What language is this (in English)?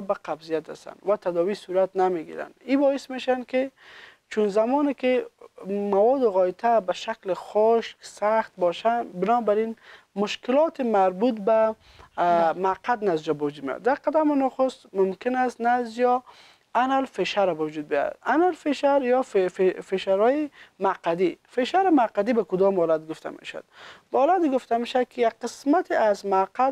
Persian